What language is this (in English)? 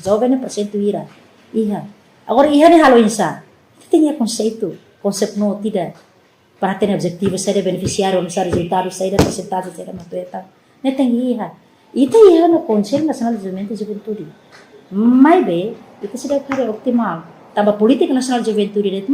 Tetum